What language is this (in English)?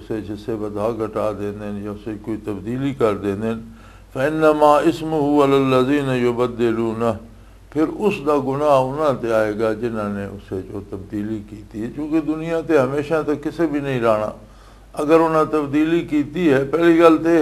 Western Panjabi